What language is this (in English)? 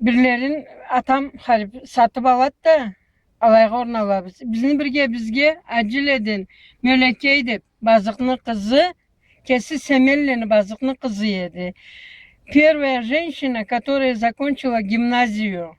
Karachay-Balkar